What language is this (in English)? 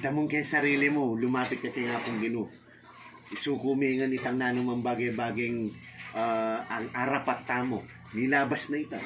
Pampanga